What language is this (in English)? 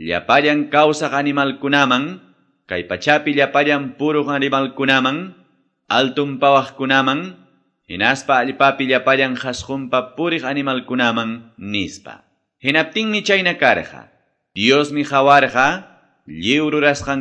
Quechua